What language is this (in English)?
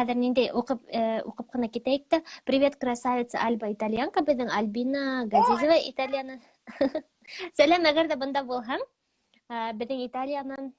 Bashkir